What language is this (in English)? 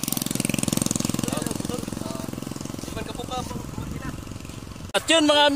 Filipino